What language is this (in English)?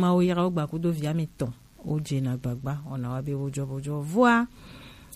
Gen